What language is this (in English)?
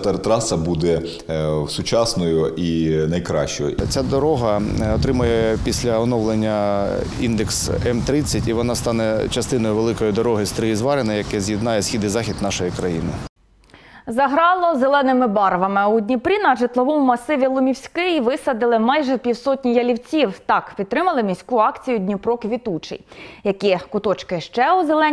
Ukrainian